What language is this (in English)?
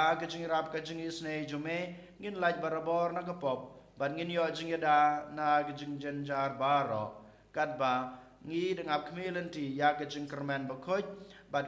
Khasi